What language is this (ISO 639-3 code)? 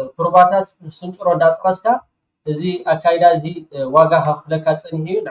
tir